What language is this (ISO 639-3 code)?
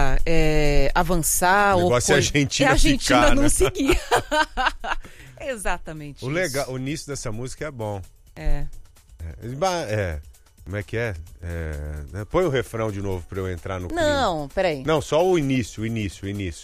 por